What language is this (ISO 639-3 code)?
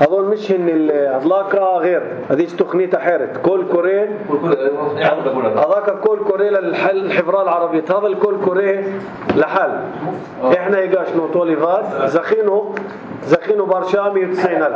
apc